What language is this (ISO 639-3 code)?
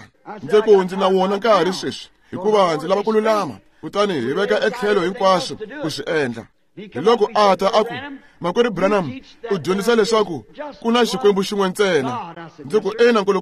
tso